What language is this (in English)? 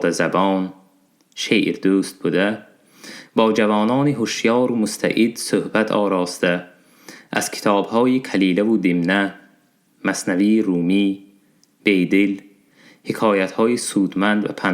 Tajik